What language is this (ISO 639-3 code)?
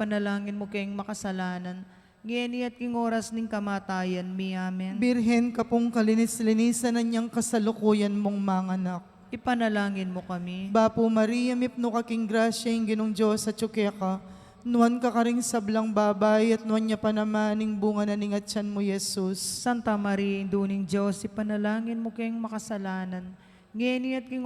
pam